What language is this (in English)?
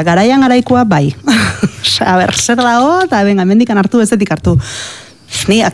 Basque